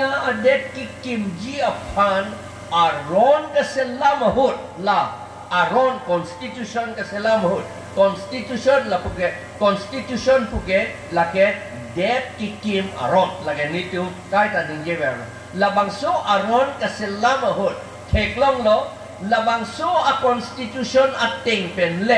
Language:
Karbi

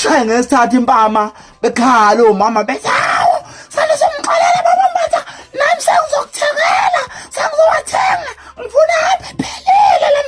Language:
Zulu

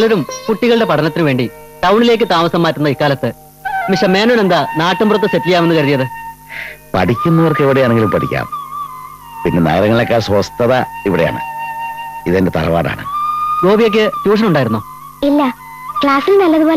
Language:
Malayalam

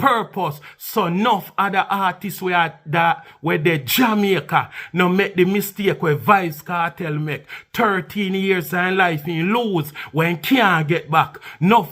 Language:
Jamaican Creole English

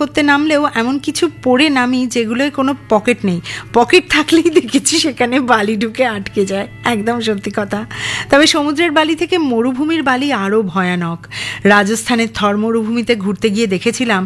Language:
Bangla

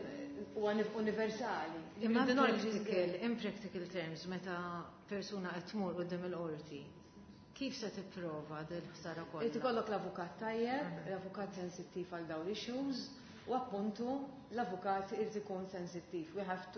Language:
Maltese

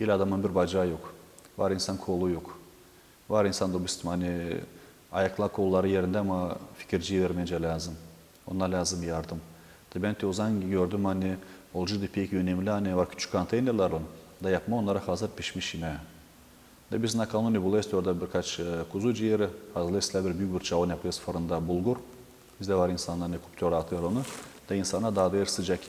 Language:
Gagauz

